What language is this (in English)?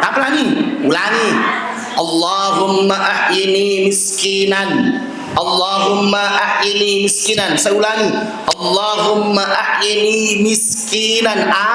Buginese